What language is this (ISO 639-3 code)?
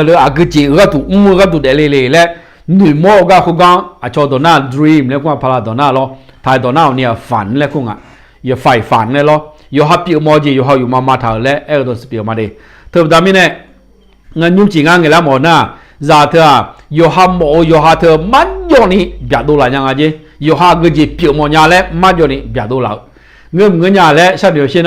ahk